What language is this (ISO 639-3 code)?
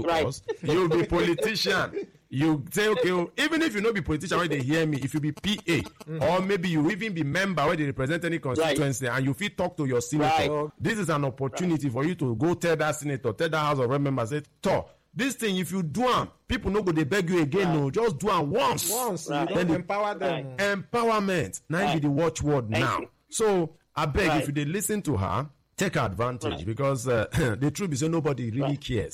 pcm